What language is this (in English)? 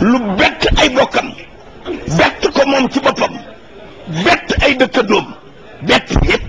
Wolof